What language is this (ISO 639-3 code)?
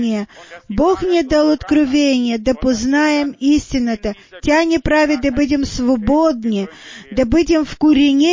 bul